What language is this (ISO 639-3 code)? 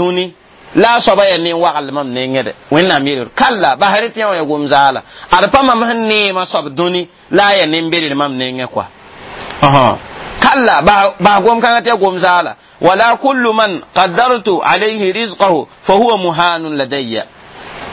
mos